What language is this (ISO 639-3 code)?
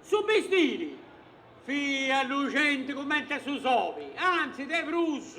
srd